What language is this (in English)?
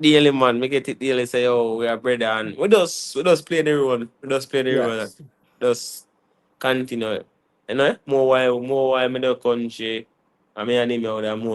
Jamaican Creole English